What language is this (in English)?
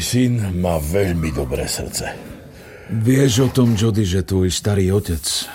Slovak